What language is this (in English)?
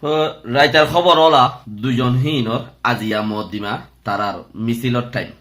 Rohingya